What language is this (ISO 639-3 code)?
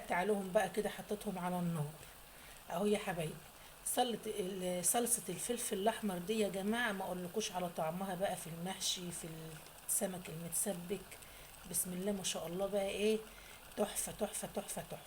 arz